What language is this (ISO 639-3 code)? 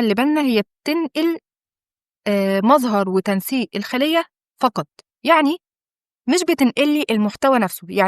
arz